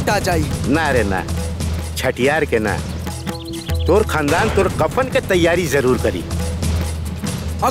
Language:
Bhojpuri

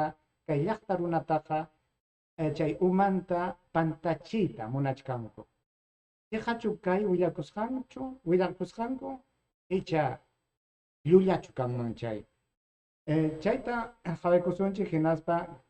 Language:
Ayacucho Quechua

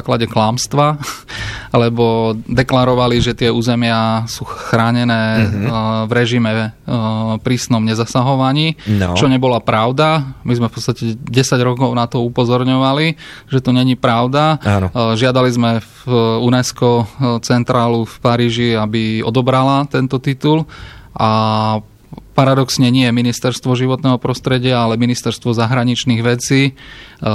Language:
Slovak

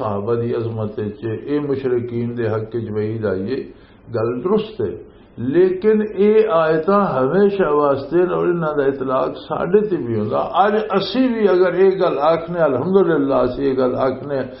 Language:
Western Panjabi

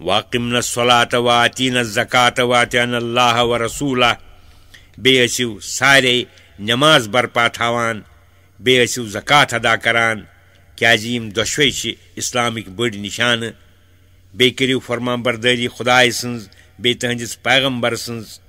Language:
Kashmiri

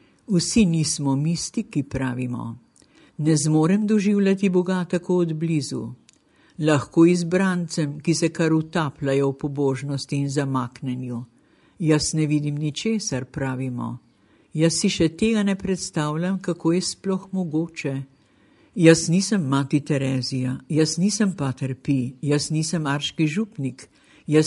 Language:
Slovenian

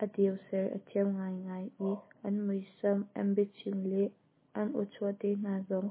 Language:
Hakha Chin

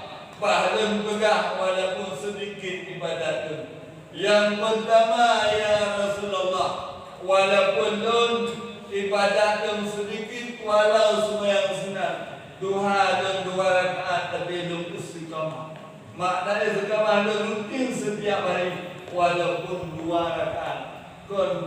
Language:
Achinese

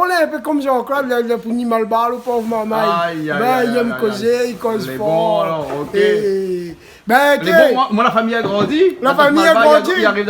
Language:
Réunion Creole French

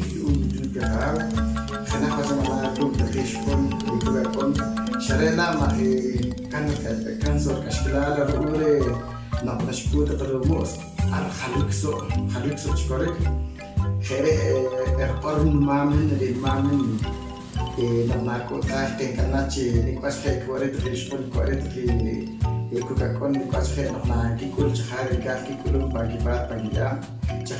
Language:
Poqomchi'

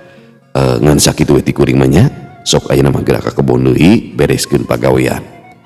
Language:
Sundanese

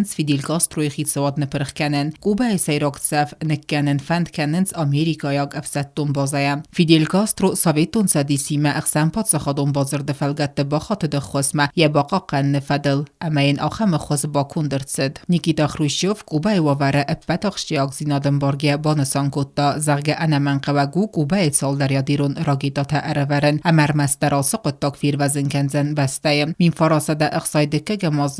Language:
Ossetic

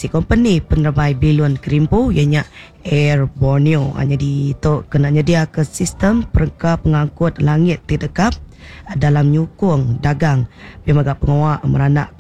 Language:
Iban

